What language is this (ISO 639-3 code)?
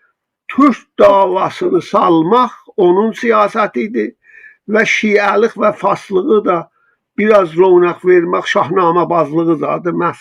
azb